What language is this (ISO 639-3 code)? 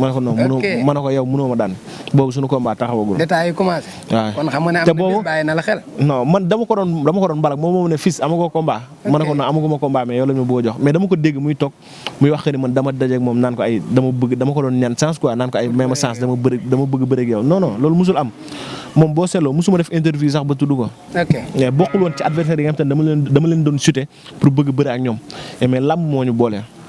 wol